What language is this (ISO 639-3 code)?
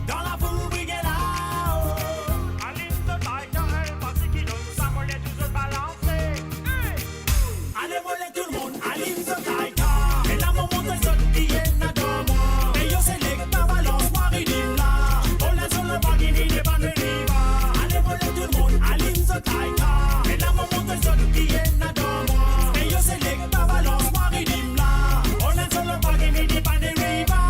mfe